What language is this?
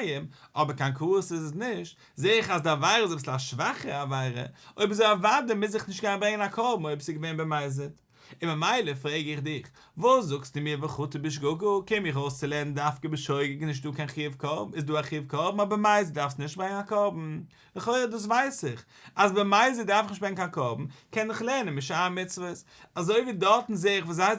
Yiddish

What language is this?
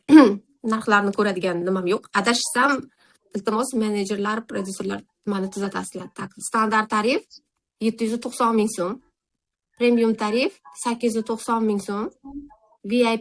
Uzbek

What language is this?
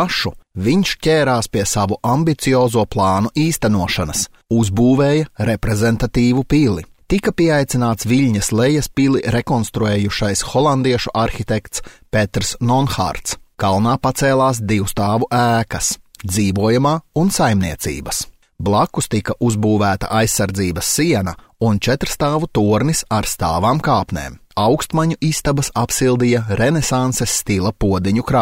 Latvian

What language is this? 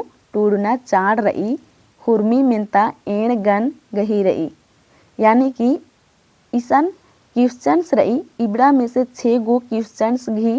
Kurukh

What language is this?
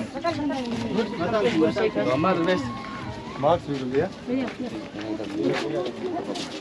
Persian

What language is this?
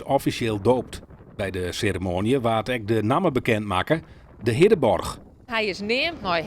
Western Frisian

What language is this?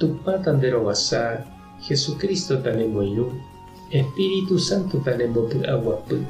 Guarani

